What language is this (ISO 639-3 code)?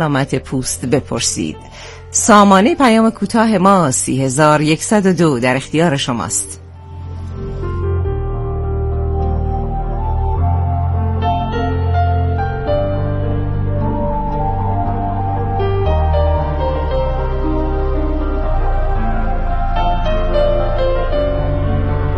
fas